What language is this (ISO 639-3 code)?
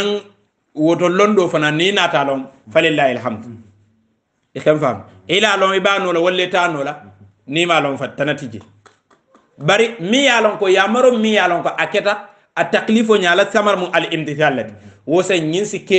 hau